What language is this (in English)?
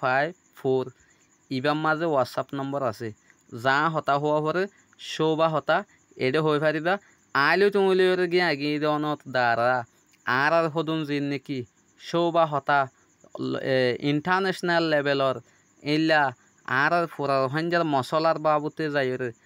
Rohingya